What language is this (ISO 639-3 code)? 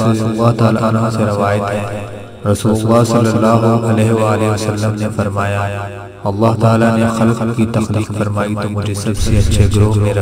urd